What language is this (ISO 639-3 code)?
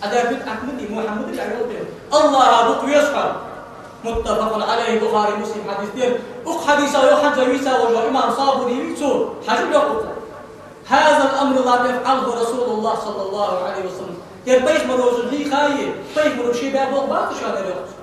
inh